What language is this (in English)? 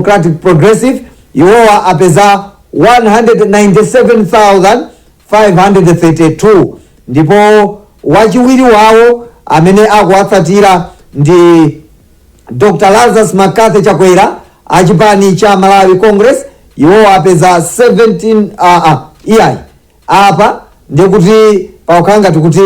Nyanja